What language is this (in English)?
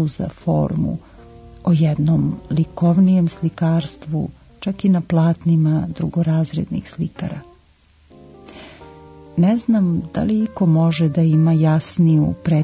Serbian